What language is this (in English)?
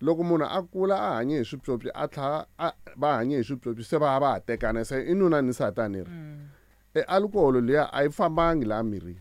Tsonga